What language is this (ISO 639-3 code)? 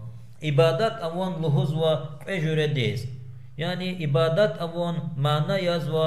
lez